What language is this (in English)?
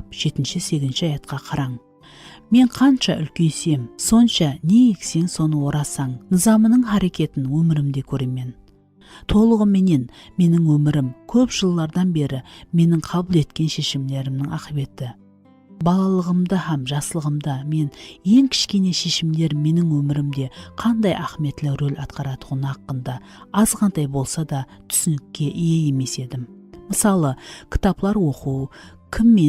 Kara-Kalpak